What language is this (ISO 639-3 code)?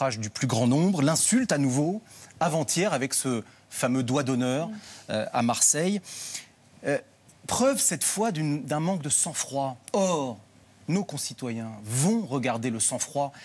fra